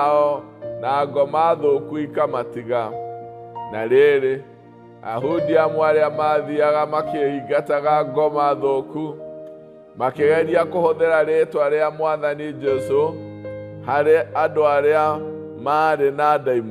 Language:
Kikuyu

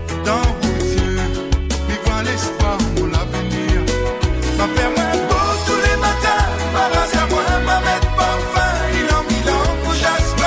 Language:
Morisyen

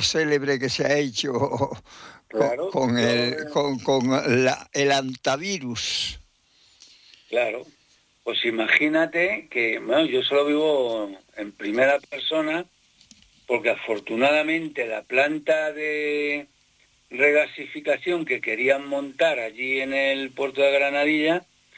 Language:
Spanish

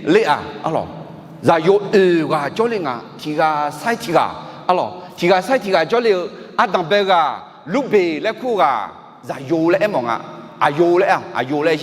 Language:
Akha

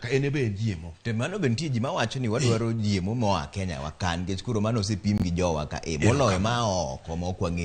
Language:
Luo (Kenya and Tanzania)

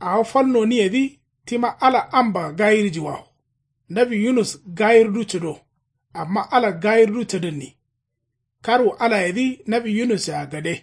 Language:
Kanuri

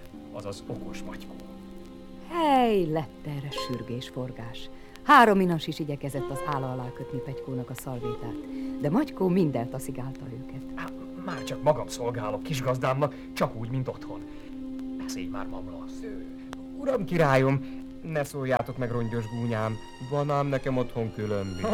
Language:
Hungarian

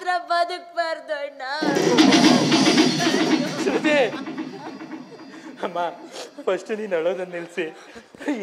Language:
Kannada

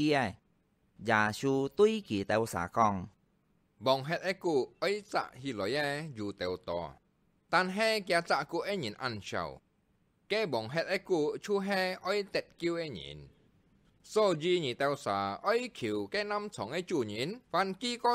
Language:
Hakka Chinese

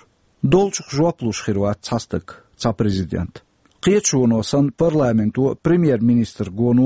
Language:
Chechen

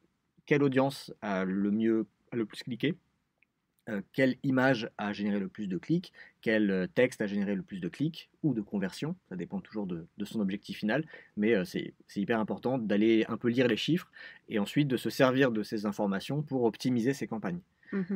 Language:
French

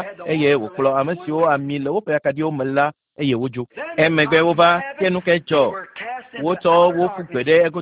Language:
Ewe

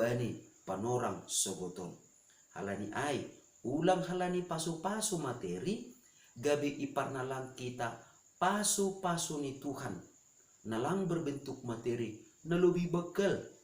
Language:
Batak Simalungun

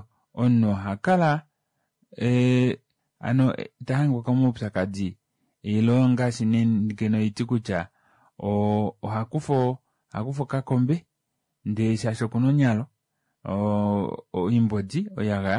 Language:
Kuanyama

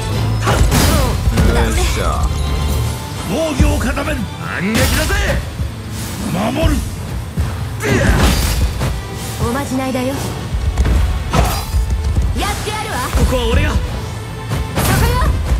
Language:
Japanese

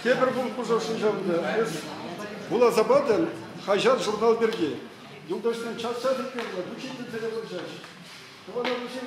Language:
Chuvash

